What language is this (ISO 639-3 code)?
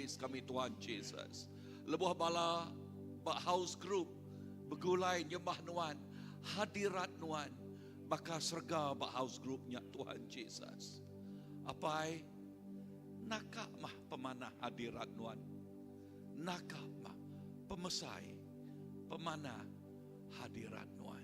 iba